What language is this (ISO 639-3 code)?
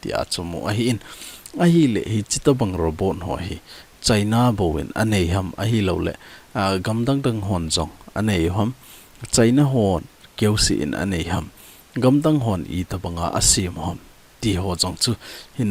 tcz